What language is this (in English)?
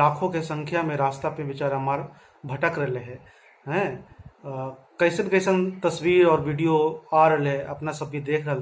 Magahi